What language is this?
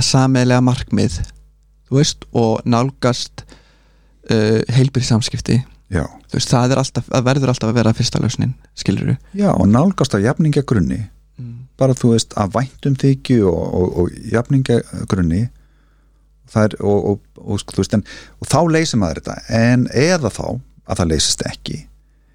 Icelandic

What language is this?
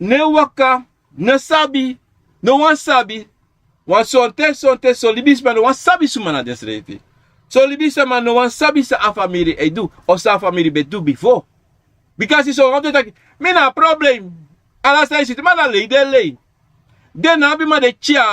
Sranan Tongo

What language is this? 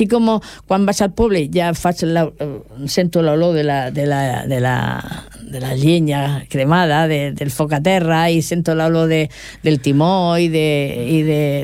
Catalan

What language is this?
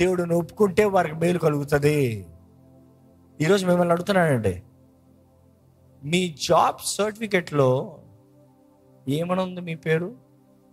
Telugu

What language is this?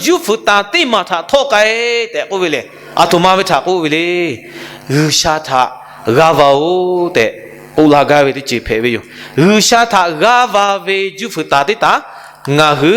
Lahu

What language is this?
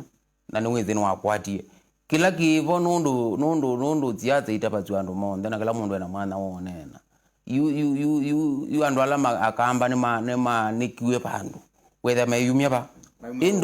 Kamba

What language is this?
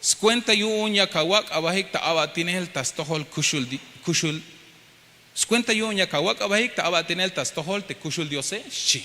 Tzeltal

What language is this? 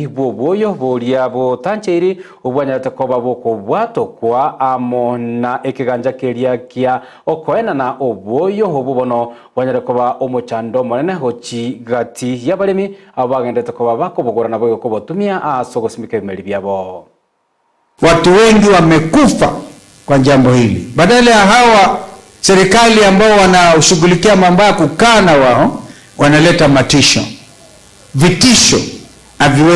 Gusii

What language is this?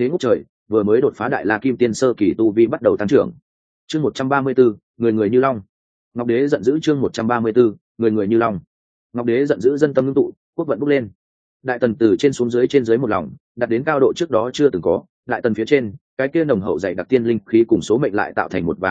Vietnamese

